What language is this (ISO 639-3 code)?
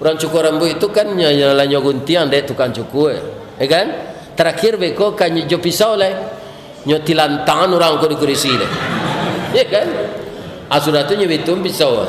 min